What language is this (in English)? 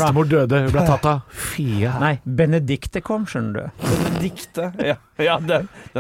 Norwegian